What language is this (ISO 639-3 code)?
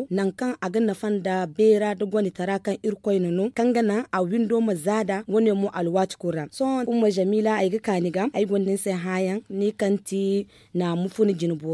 dje